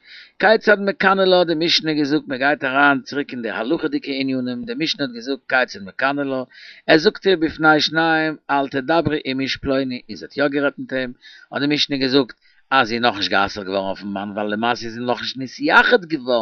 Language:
Yiddish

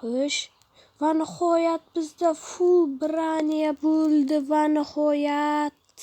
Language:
Uzbek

